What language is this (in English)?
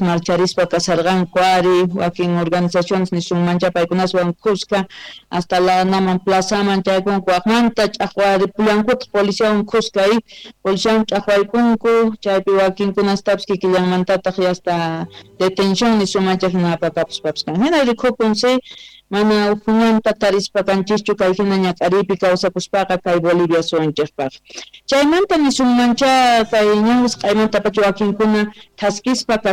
Quechua